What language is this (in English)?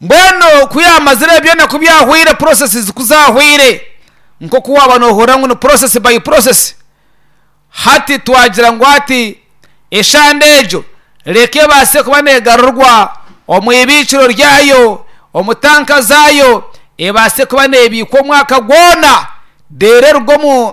Nyankole